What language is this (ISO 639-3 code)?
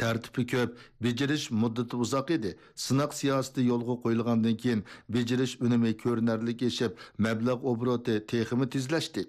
uig